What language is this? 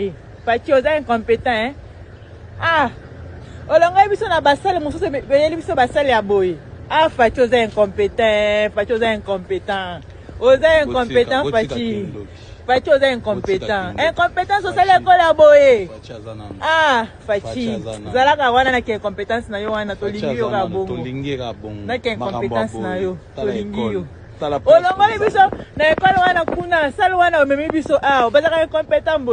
Lingala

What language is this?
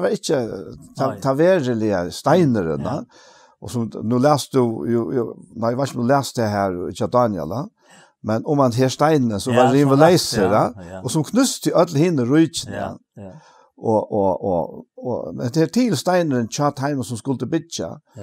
Faroese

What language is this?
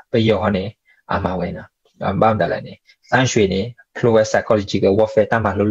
S'gaw Karen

